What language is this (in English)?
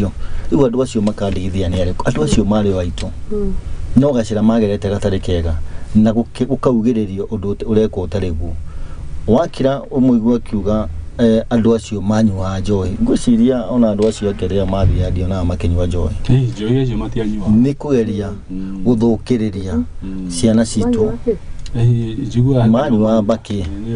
Kikuyu